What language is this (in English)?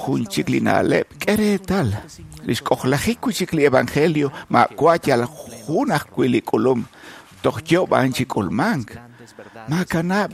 Kekchí